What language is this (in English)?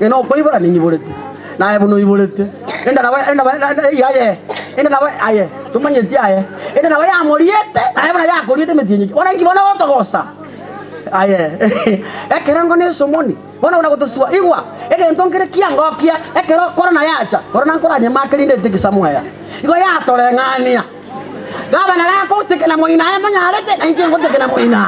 Gusii